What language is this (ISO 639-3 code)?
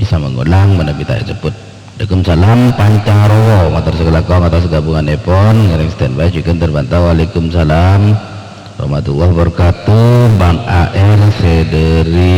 mad